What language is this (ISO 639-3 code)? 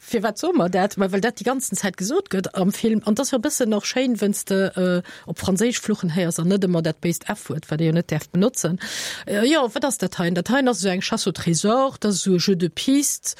ltz